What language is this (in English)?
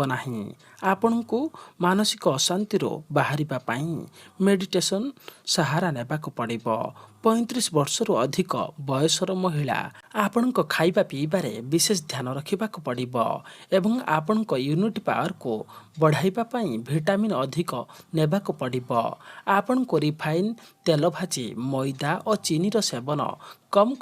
Odia